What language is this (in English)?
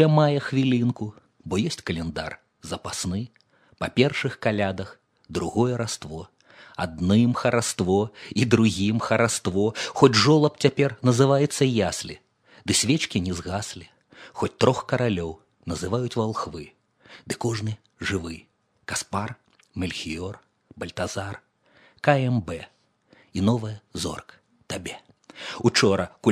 Belarusian